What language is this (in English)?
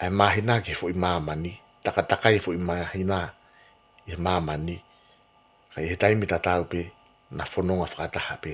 Tongan